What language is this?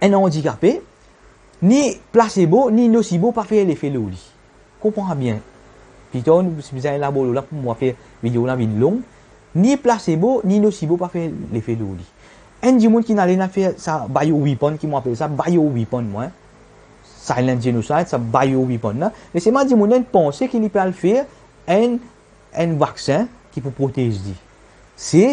Morisyen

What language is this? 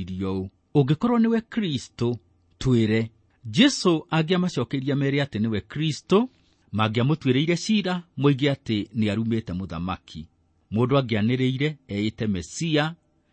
Kikuyu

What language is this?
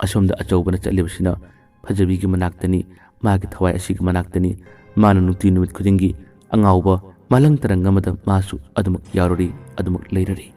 Manipuri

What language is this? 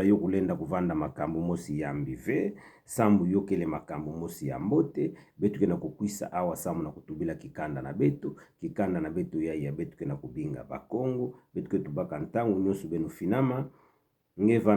Kituba (Democratic Republic of Congo)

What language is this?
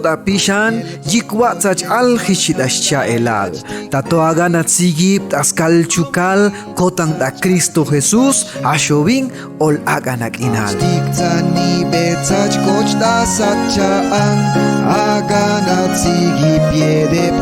Chuj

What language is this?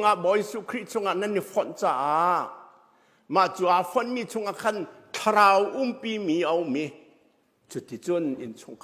Hakha Chin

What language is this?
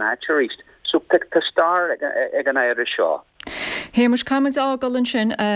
Irish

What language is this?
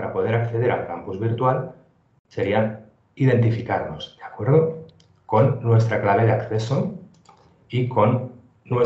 Spanish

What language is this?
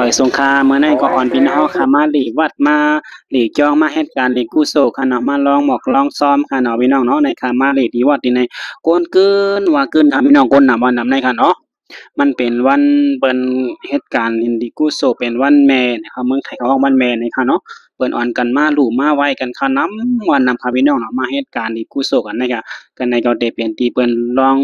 Shan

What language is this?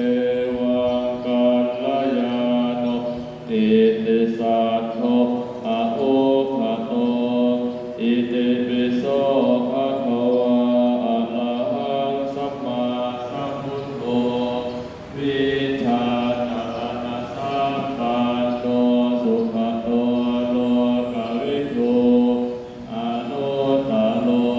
Pali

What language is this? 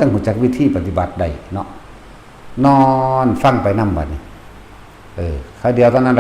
Northeastern Thai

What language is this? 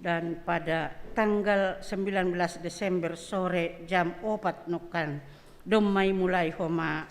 Batak Simalungun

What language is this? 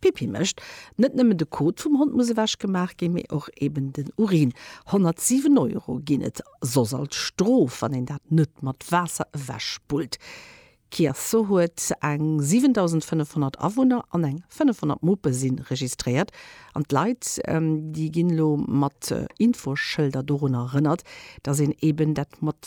Luxembourgish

